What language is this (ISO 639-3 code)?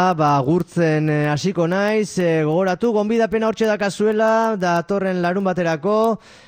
eus